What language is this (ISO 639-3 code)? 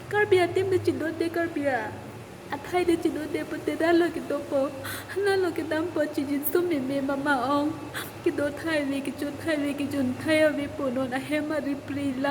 mjw